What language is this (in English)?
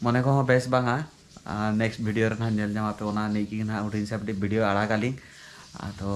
Santali